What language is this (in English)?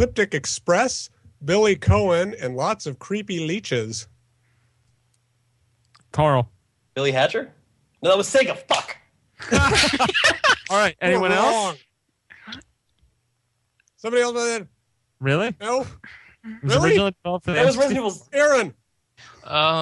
English